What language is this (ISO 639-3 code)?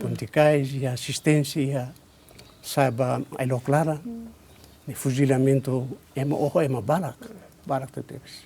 tet